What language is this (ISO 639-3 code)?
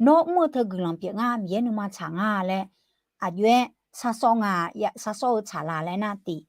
ahk